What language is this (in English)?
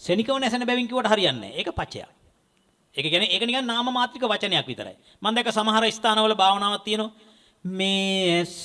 Sinhala